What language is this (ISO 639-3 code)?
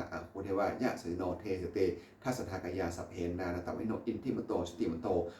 pli